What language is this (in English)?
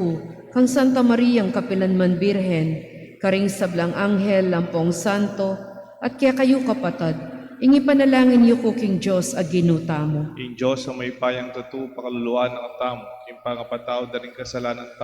Pampanga